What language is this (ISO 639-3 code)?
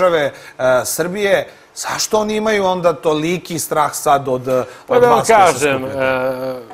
srp